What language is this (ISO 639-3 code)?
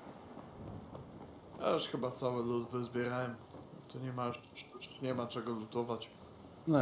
pol